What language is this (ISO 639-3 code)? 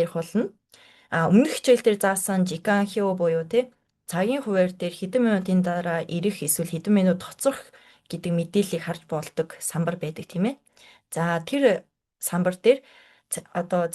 mon